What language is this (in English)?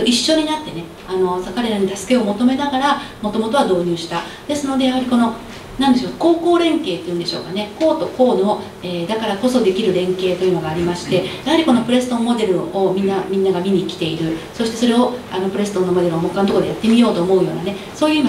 Japanese